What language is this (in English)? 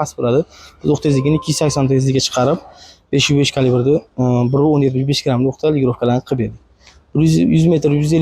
Uzbek